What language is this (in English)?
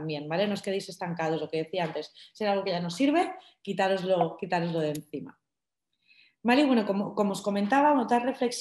Spanish